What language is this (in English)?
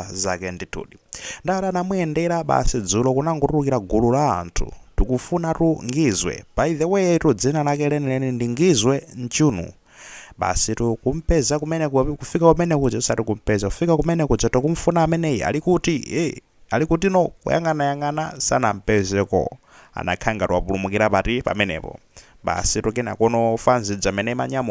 Nyanja